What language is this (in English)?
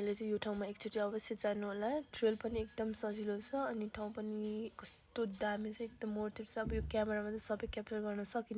Nepali